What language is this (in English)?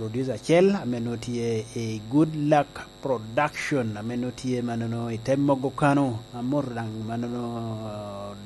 Lango (Uganda)